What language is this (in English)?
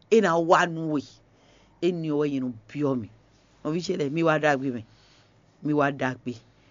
Fon